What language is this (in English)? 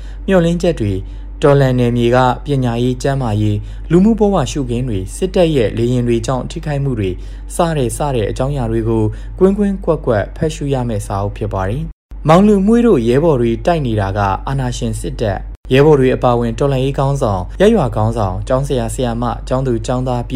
Burmese